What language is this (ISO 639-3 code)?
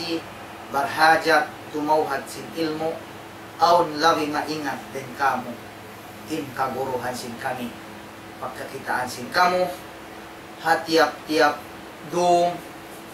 tsg